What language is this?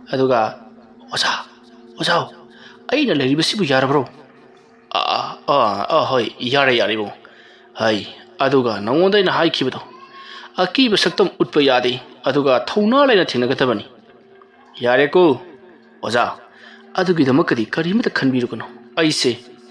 Manipuri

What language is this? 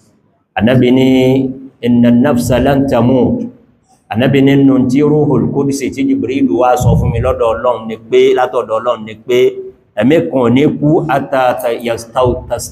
Yoruba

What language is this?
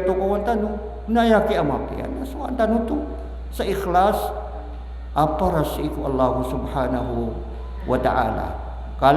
Maranao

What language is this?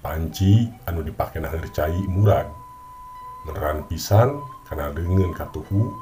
Sundanese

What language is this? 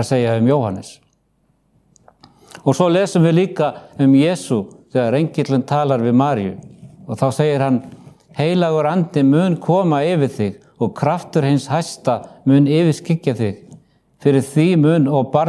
Icelandic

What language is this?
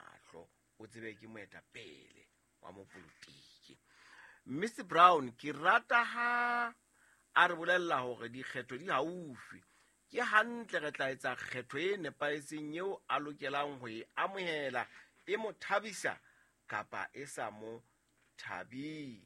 Southern Sotho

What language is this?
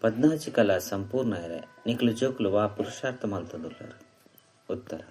Tulu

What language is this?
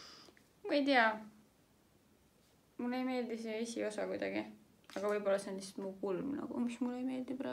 Estonian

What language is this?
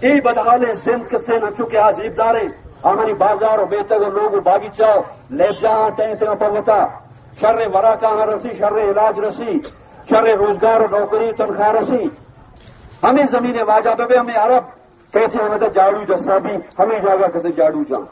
Baluchi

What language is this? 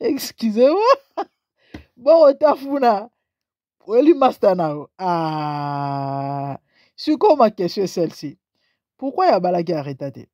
Lingala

